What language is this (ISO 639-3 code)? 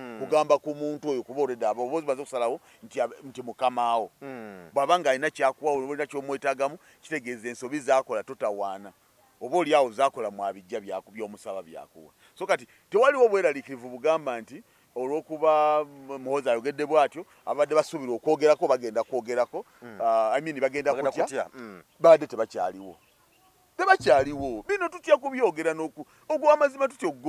lug